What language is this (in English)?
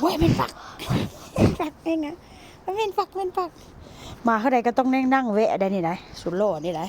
Northeastern Thai